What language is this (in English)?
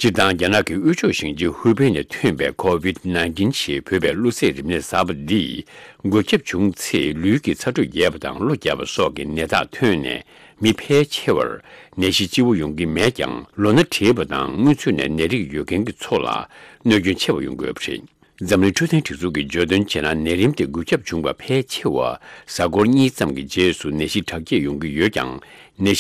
Tibetan